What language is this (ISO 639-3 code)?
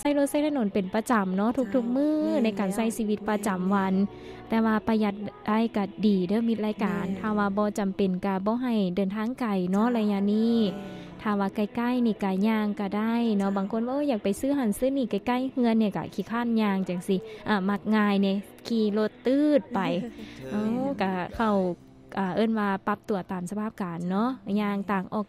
lao